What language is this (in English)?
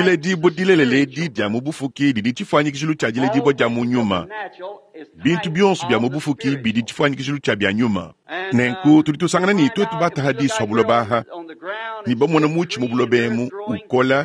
Luba-Lulua